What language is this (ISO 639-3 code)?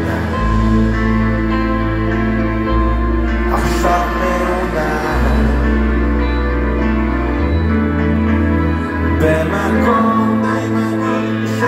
heb